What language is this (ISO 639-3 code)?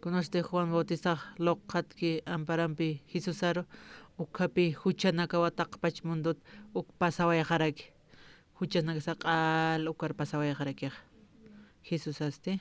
aym